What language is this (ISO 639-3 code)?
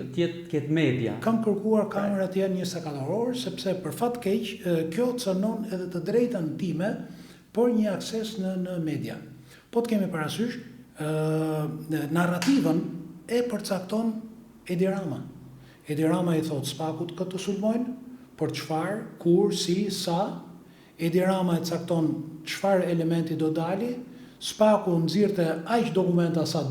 sqi